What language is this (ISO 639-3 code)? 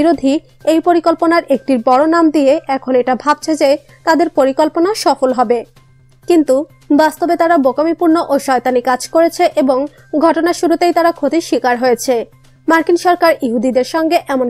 ben